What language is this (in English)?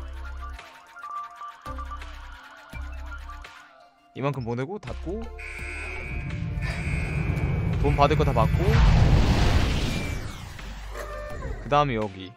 Korean